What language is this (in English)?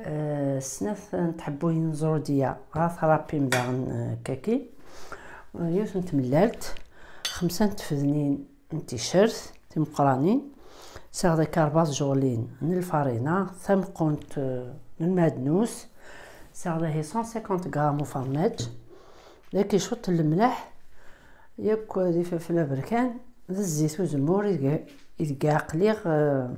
Kabyle